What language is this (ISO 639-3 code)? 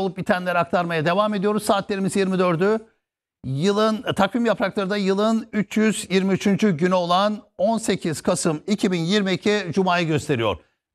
tur